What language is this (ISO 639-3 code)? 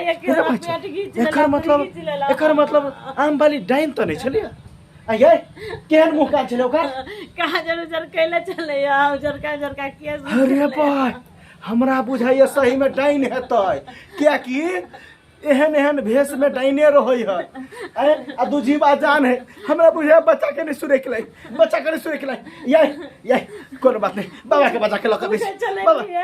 mai